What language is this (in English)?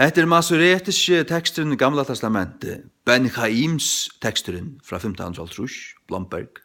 Faroese